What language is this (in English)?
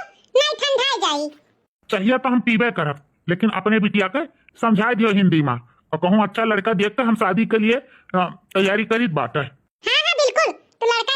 Awadhi